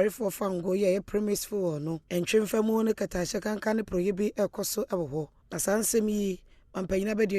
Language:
Akan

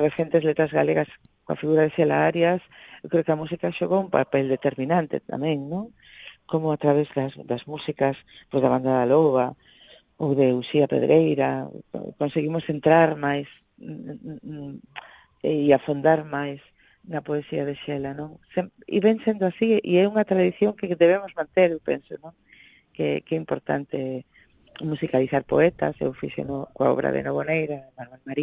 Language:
Galician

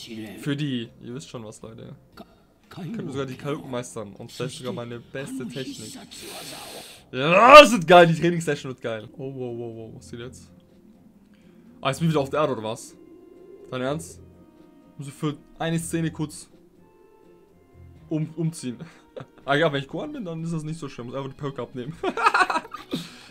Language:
German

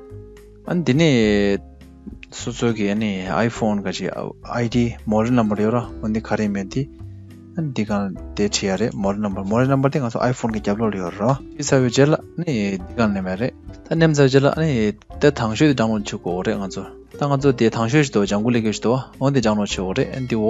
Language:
Tibetan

